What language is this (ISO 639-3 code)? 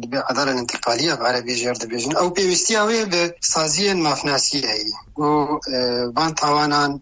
kur